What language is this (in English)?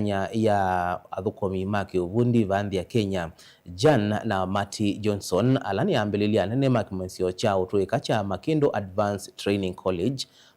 Kamba